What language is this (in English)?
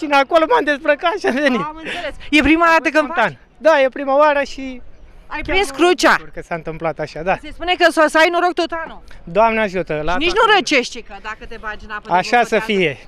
Romanian